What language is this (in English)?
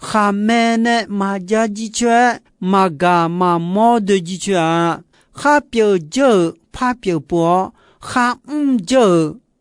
Akha